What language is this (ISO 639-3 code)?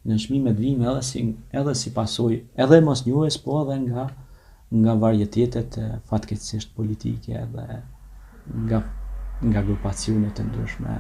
sqi